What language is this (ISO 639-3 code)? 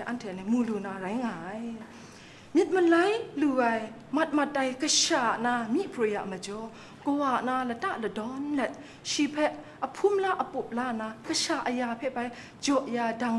kac